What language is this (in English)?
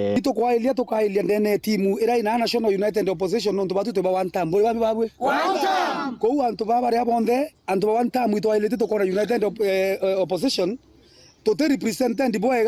Meru